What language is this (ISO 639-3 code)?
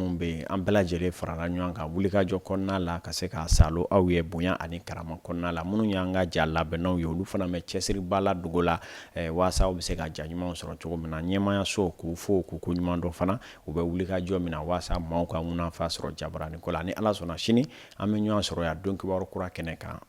bam